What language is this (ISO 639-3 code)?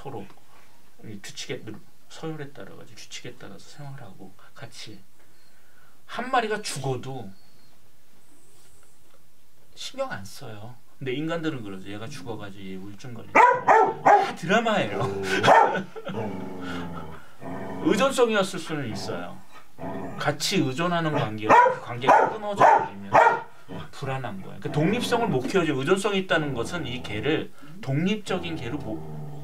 kor